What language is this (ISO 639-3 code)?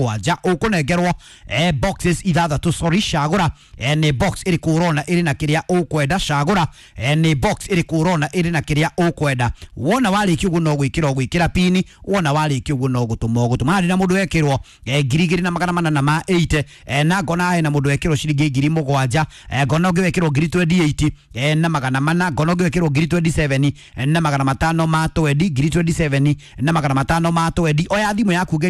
kik